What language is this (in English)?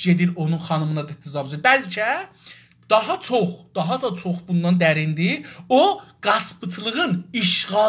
South Azerbaijani